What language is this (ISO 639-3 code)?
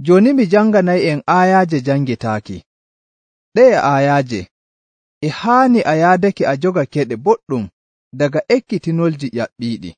fuv